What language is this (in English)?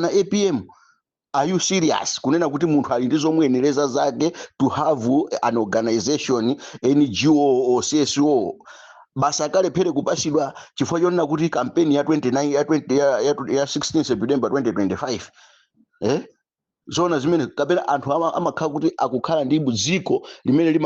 Nyanja